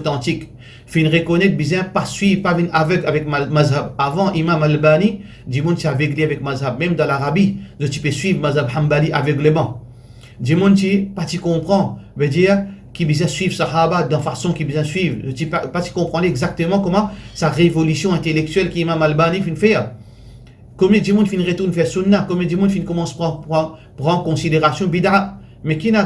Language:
Morisyen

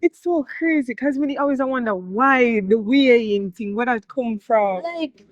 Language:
Jamaican Creole English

